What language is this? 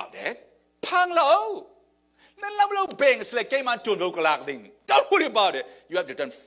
Falam Chin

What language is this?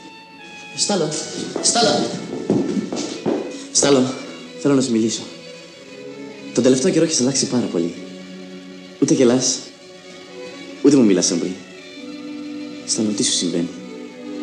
Greek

